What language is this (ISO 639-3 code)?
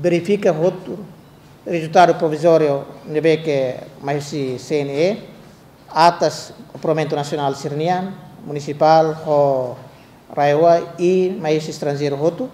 tet